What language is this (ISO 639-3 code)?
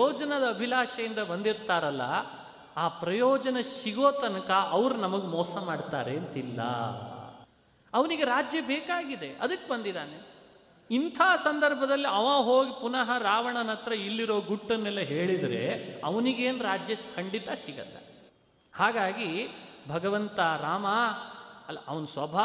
kan